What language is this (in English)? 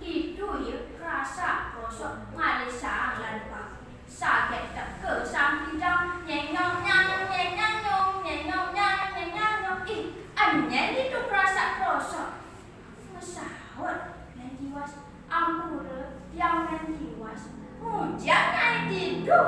Balinese